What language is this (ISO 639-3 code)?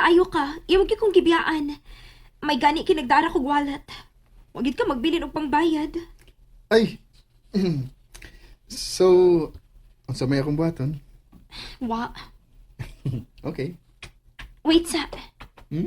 ceb